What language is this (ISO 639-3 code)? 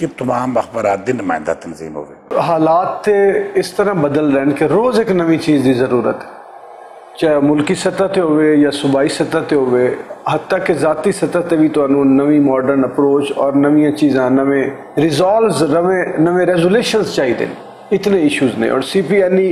lah